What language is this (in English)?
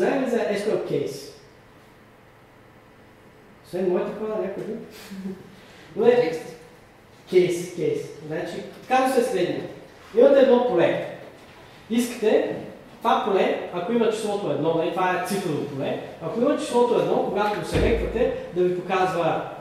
Bulgarian